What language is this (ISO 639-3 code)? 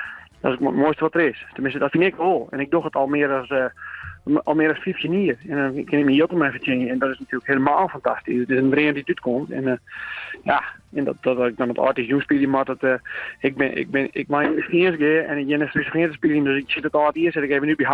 fry